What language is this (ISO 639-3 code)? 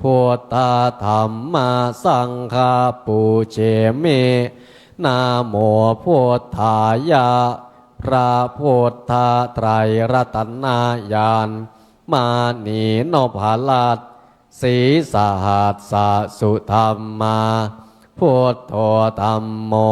pli